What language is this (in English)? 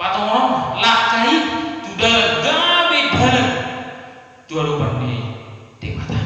Batak Toba